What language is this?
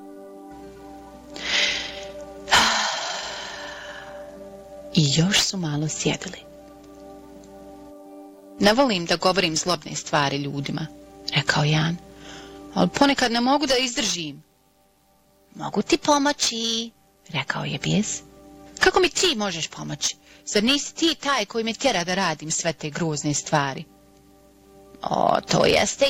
Bosnian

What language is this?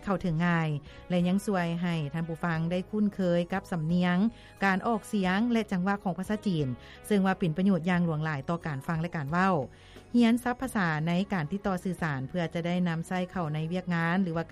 Lao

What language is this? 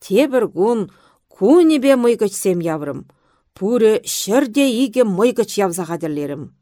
Chuvash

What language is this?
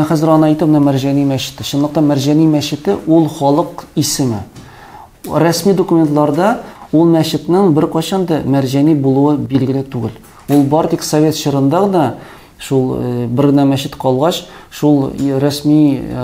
Tatar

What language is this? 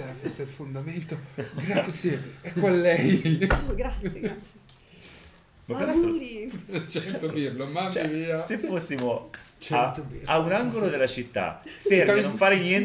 Italian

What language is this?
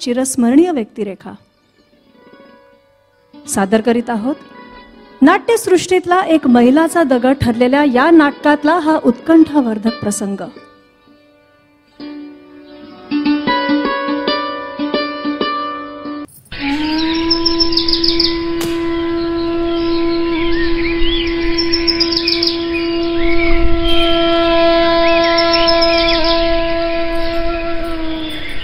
Marathi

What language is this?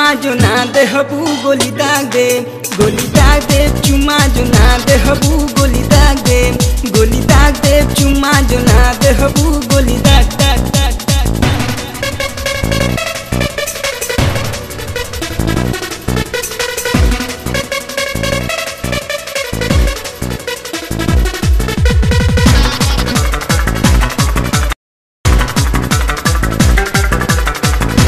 Bhojpuri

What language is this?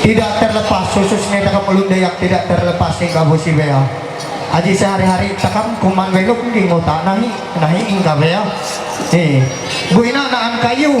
Ma'anyan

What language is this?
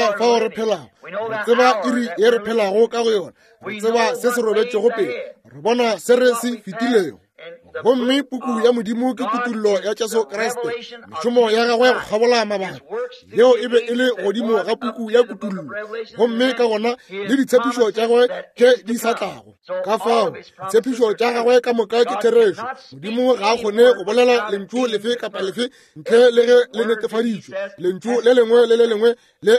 Northern Sotho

